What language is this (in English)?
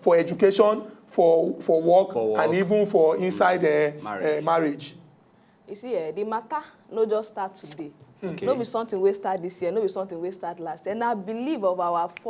Nigerian Pidgin